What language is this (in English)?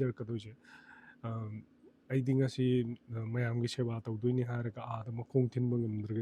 Manipuri